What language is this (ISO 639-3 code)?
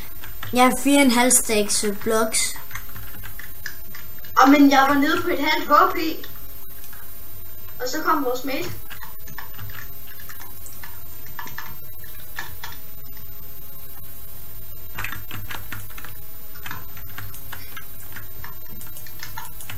dan